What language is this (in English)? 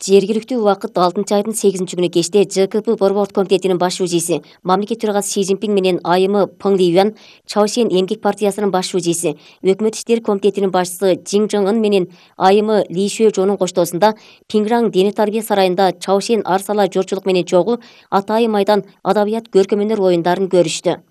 Kyrgyz